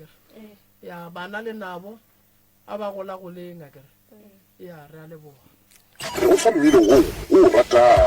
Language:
Northern Sotho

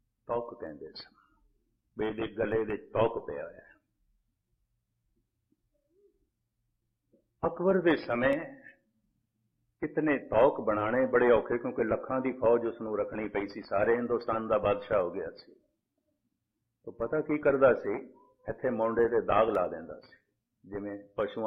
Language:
Punjabi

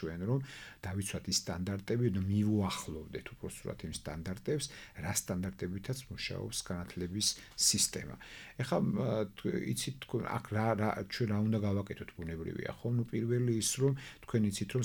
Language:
Georgian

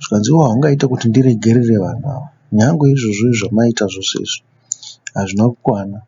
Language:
Shona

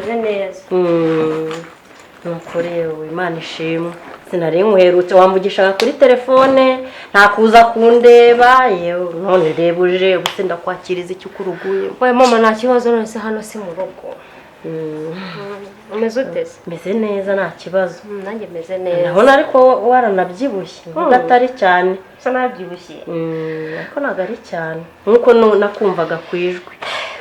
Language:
Kinyarwanda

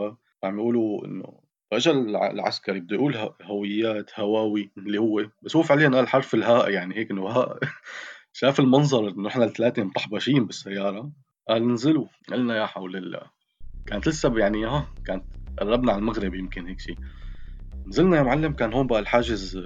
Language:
North Levantine Arabic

